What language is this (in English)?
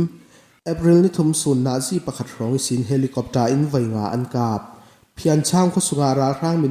Falam Chin